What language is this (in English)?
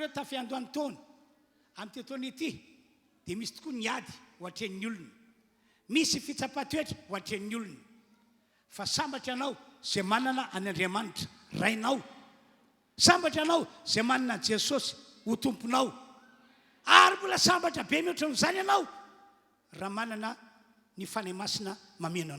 Malagasy